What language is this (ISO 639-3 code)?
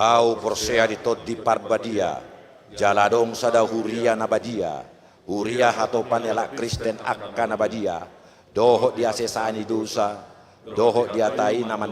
bbc